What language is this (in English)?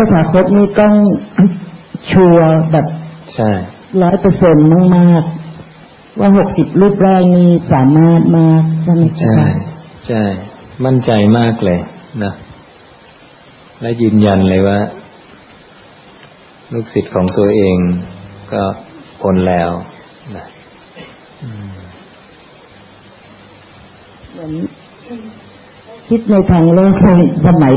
Thai